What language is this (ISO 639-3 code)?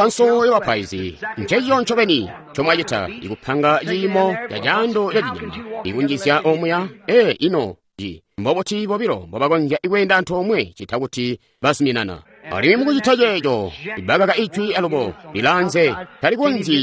toi